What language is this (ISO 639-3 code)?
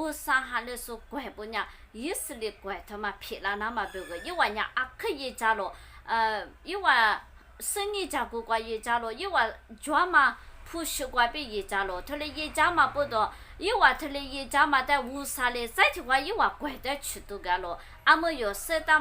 lis